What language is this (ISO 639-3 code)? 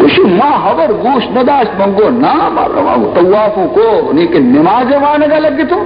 bal